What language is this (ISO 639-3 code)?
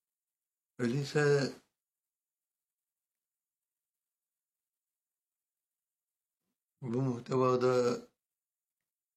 tur